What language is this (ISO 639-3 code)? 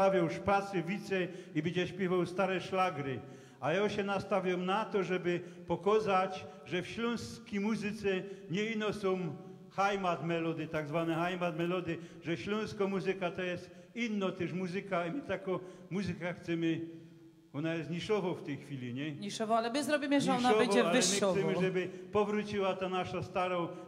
szl